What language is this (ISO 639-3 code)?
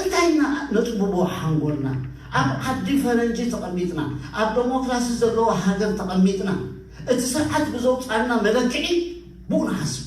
tir